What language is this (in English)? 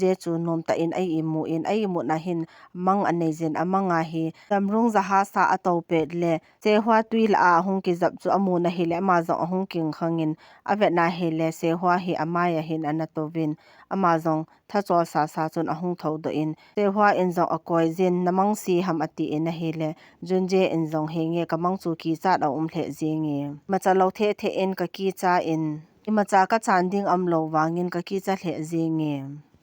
Thado Chin